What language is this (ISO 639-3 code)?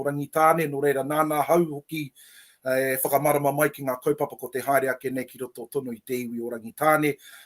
mri